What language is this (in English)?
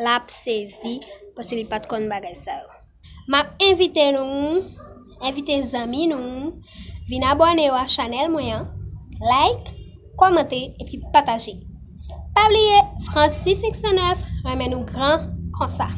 Haitian Creole